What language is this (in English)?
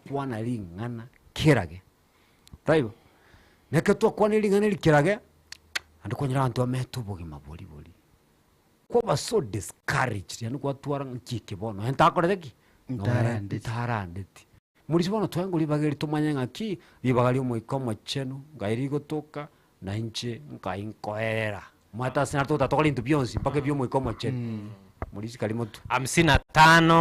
Gusii